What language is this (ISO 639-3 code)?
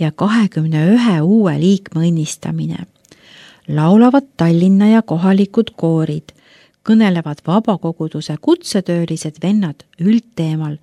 est